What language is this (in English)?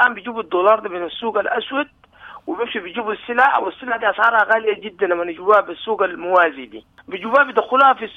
Sudanese Arabic